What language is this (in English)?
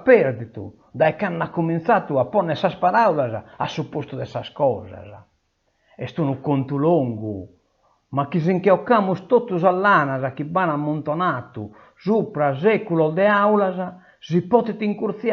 Sardinian